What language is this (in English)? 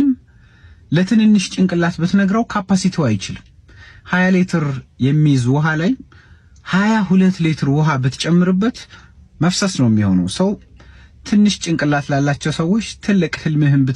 Amharic